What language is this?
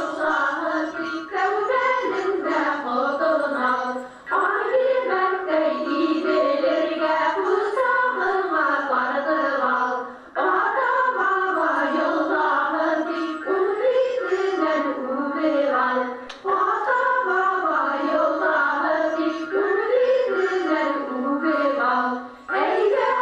Bashkir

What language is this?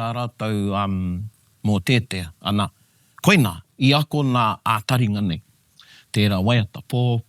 Māori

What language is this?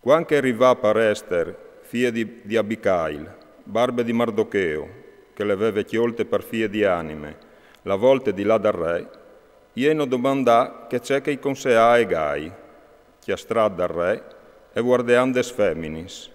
Friulian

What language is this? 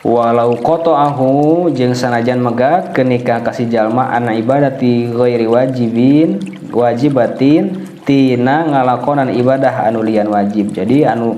Sundanese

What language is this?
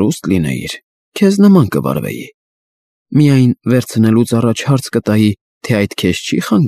Armenian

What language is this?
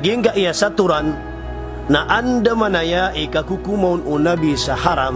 Maranao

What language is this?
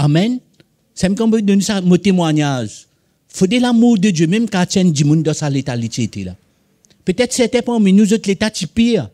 Morisyen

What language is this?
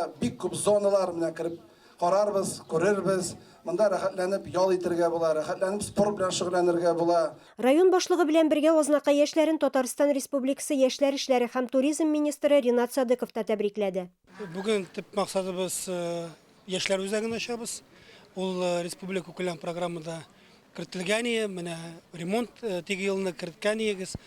Tatar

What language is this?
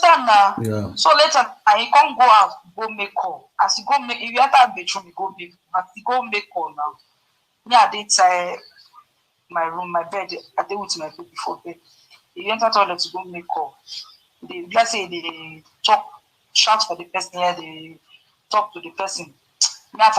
Nigerian Pidgin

